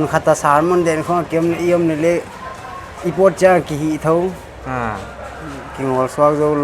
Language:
Paite Chin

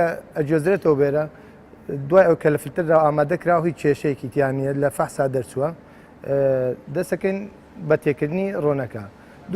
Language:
Central Kurdish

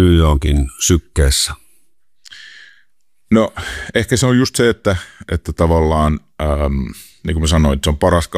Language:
Finnish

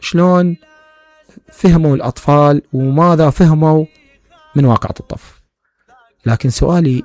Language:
Mesopotamian Arabic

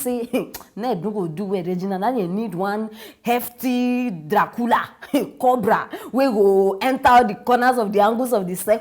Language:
Nigerian Pidgin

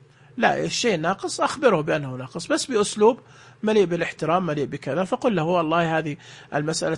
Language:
Najdi Arabic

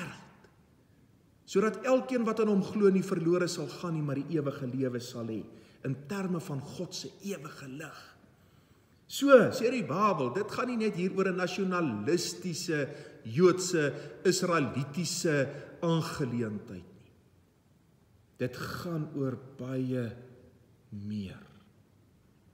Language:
Afrikaans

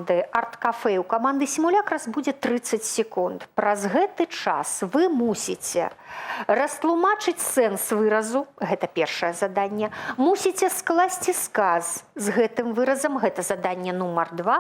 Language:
Belarusian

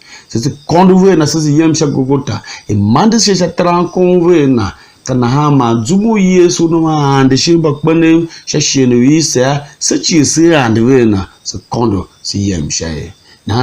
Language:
Tiv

